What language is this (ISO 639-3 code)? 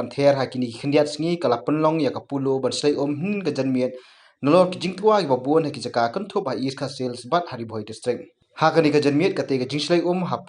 kha